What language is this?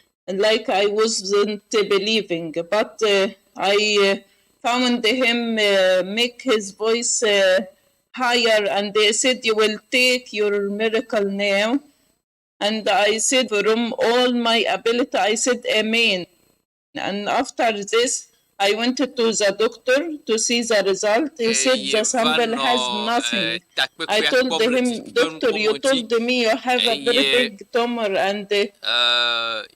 Ewe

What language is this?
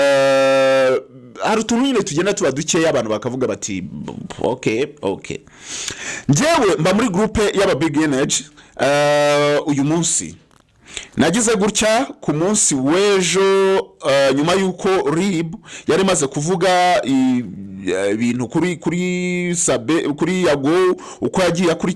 Kinyarwanda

